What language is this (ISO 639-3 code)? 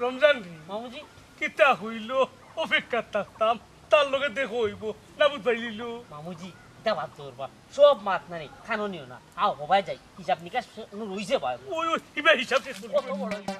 syl